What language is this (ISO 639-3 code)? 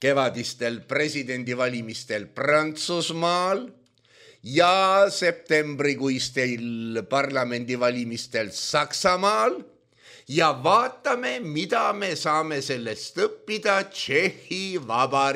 est